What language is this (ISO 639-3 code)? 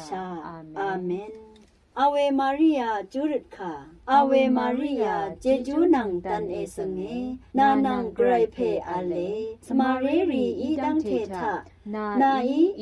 raw